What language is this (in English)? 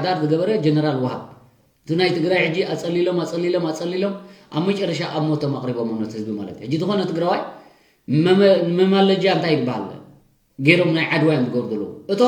Tigrinya